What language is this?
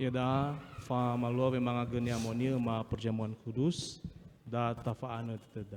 Nias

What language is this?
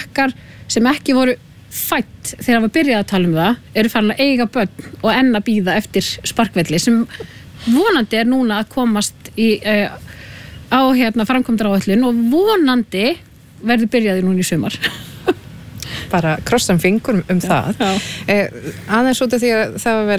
Icelandic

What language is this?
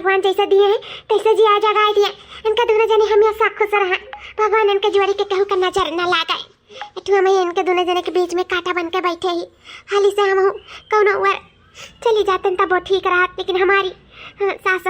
Awadhi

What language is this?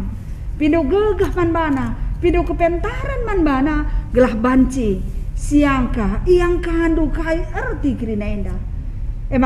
Batak Karo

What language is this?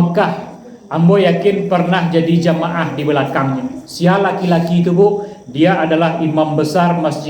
Minangkabau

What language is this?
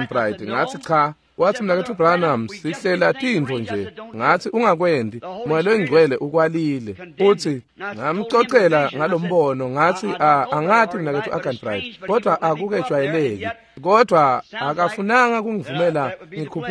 Swati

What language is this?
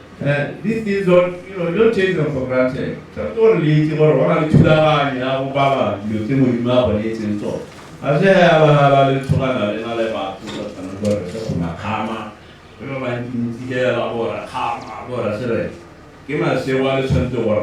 Tswana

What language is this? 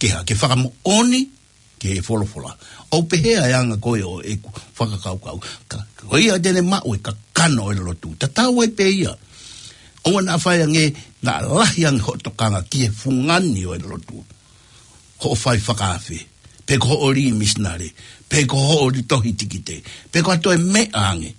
Tongan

